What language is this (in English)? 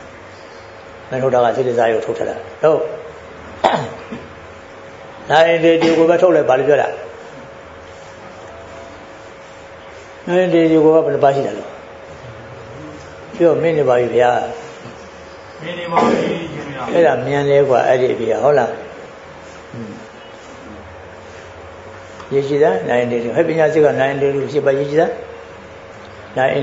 Burmese